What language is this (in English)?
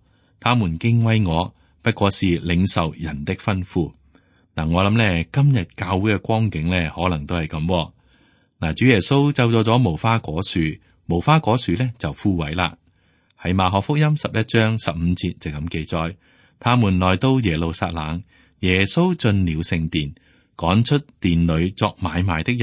Cantonese